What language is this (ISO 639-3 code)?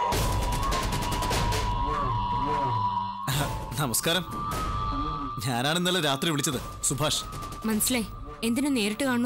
mal